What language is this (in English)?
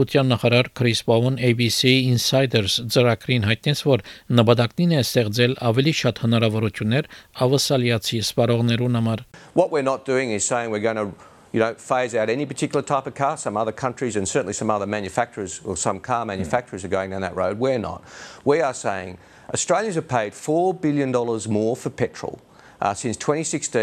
Armenian